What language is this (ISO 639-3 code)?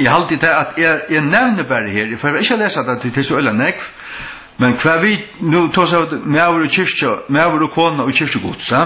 fao